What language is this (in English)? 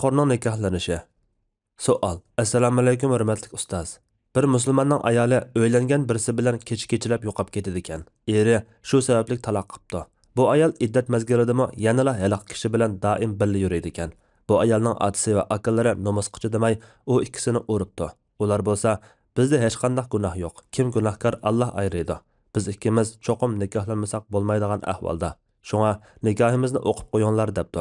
Uyghur